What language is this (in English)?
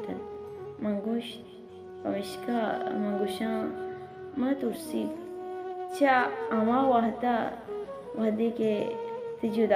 Baluchi